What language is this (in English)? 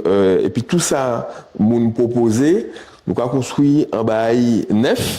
Guadeloupean Creole French